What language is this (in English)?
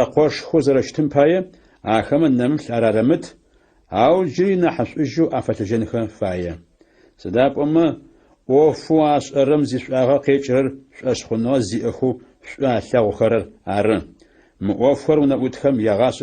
Adyghe